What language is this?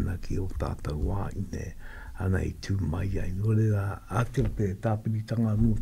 Māori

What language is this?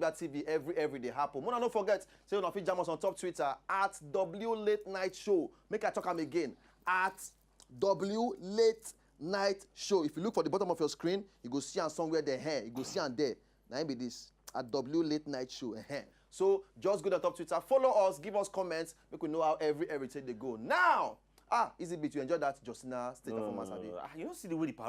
Nigerian Pidgin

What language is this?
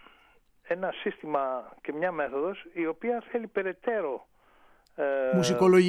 Greek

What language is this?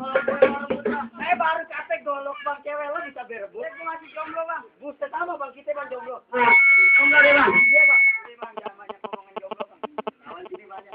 Betawi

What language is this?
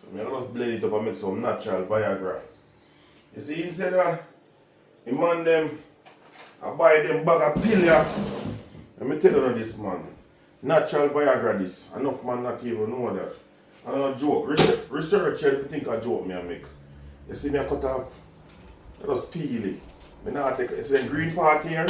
Jamaican Creole English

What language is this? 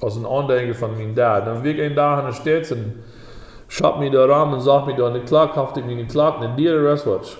Plautdietsch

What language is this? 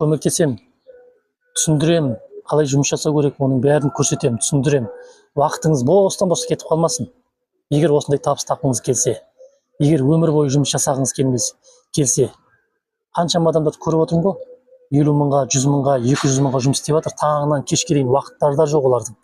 Kazakh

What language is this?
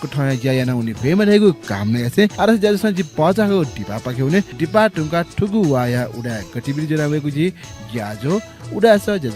Newari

